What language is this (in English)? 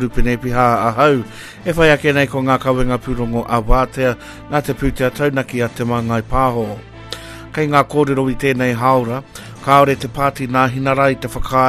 Māori